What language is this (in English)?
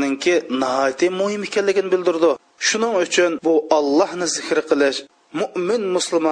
Uyghur